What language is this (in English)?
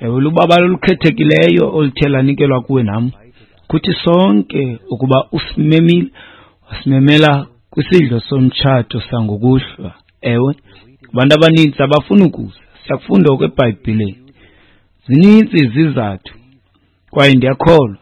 Xhosa